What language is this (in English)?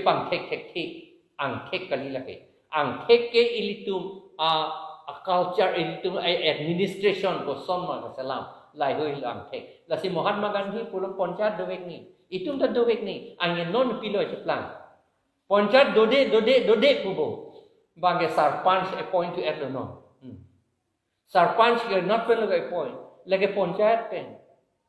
Karbi